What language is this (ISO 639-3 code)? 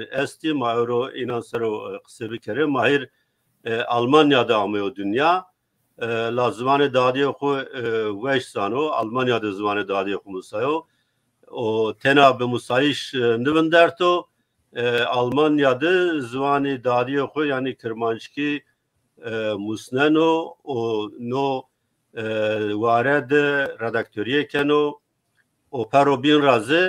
zza